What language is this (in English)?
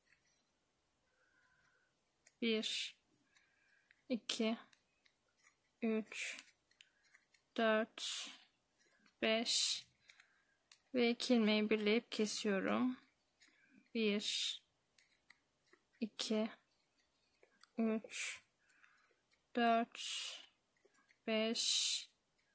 Turkish